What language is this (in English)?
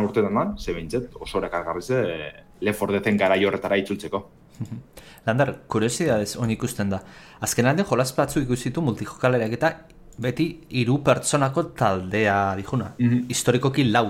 Basque